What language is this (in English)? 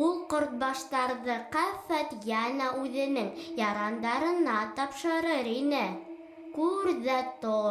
Bashkir